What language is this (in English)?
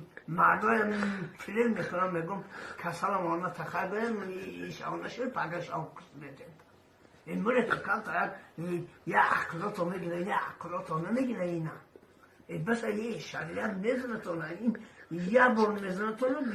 Tajik